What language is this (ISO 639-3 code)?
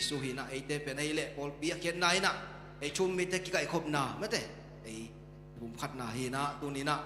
ctd